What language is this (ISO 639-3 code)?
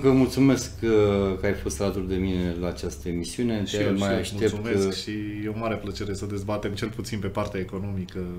ron